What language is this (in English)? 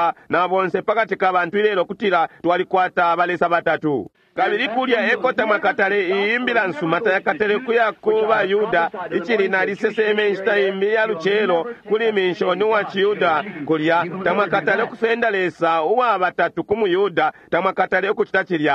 Bemba